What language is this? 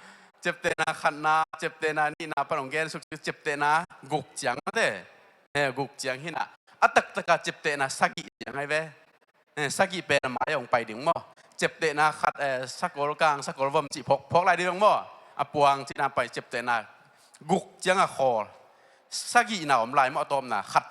Tedim Chin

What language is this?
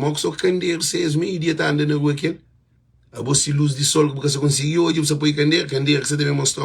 Kabuverdianu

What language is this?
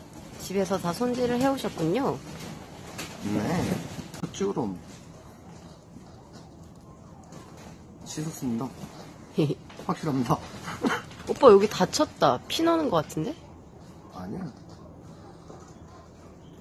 Korean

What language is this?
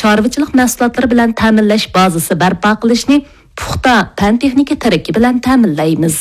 Uyghur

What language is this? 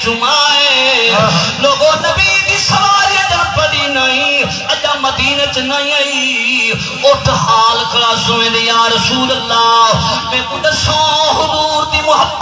Saraiki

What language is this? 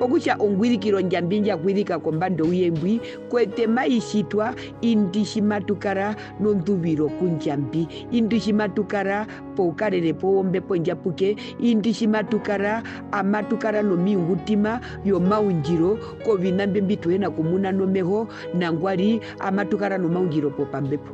Herero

